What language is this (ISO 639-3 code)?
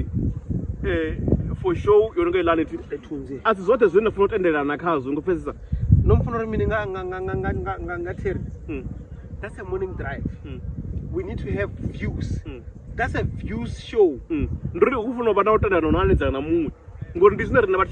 ven